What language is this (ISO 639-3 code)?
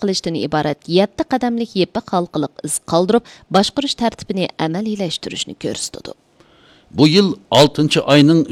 uig